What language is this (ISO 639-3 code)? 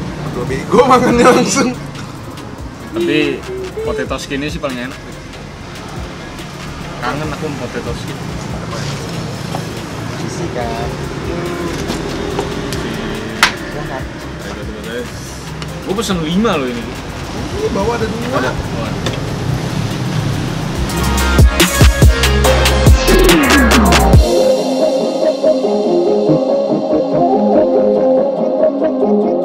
ind